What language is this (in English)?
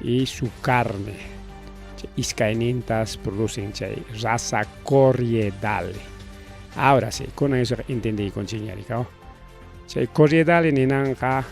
Ayacucho Quechua